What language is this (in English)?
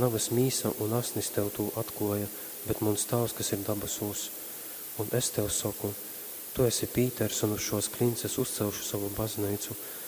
Latgalian